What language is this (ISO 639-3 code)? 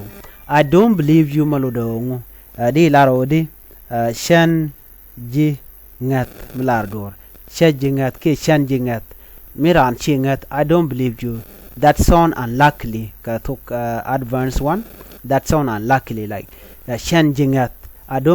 nus